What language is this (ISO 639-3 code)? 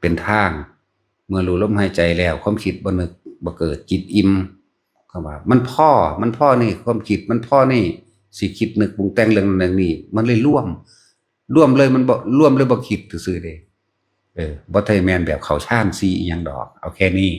lao